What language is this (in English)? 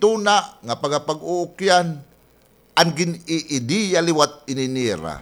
Waray